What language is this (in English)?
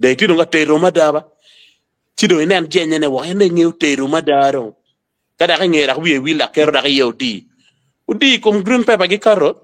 Acoli